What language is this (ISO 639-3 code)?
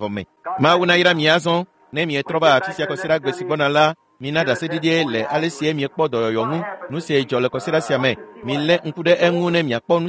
ewe